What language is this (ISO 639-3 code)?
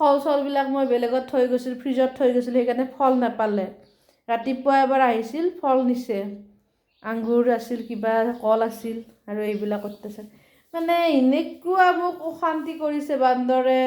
asm